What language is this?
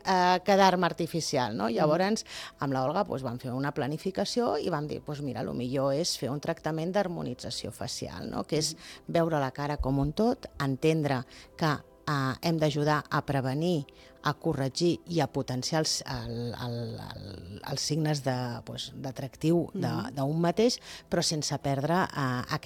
Catalan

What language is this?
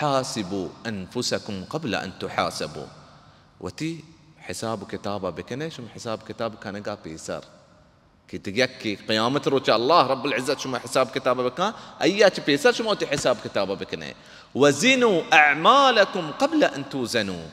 Baluchi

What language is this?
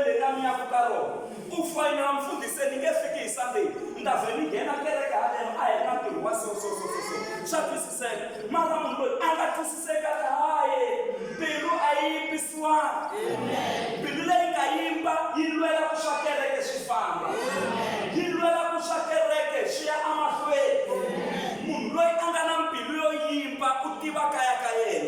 Tsonga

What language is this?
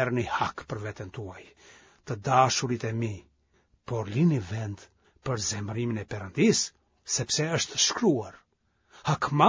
Albanian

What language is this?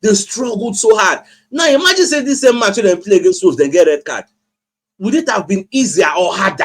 Nigerian Pidgin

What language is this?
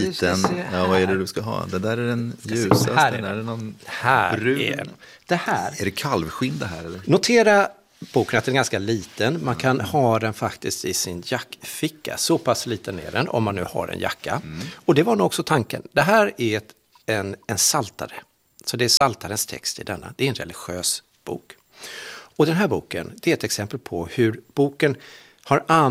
Swedish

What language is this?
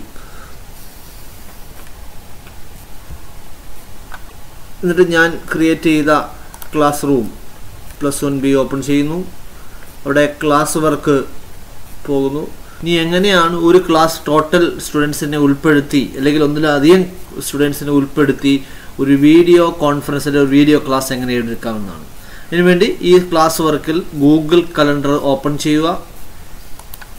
Malayalam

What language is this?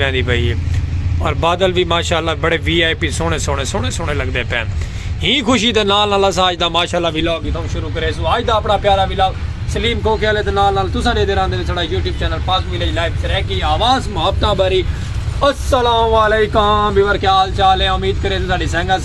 Saraiki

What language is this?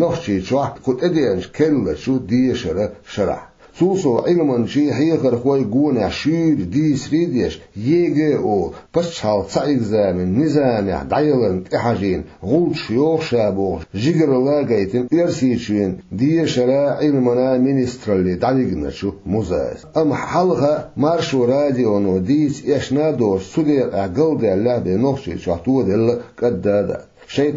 Chechen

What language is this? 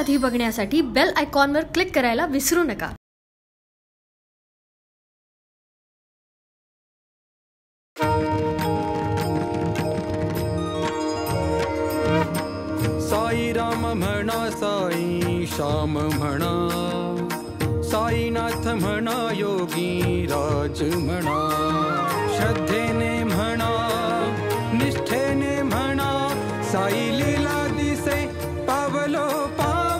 Marathi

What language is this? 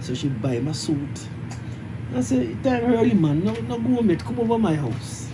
Jamaican Creole English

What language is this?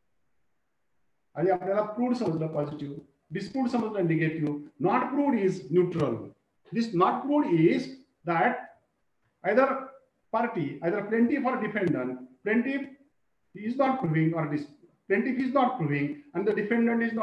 Marathi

